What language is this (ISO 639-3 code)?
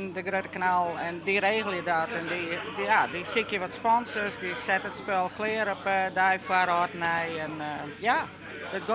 fry